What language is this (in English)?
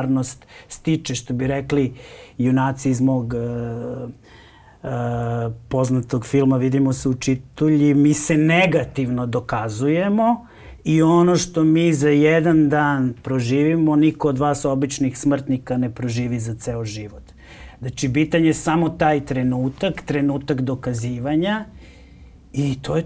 Serbian